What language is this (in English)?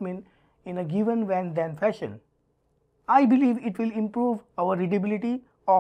English